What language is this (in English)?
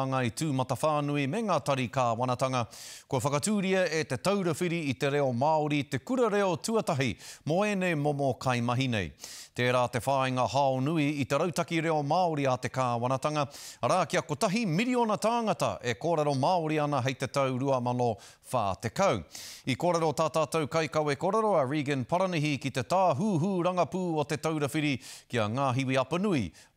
Māori